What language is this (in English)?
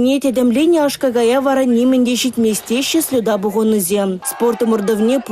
Chuvash